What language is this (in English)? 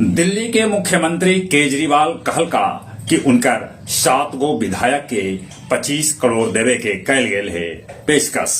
Magahi